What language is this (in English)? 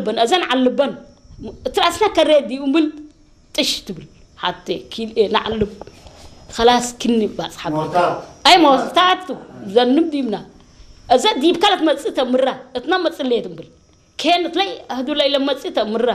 Tigrinya